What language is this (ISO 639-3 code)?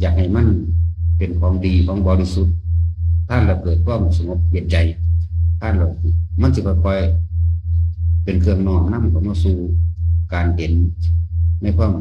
tts